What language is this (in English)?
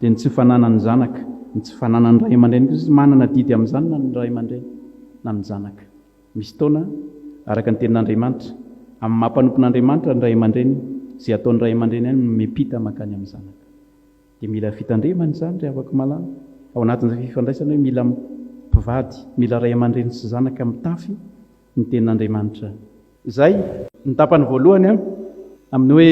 Malagasy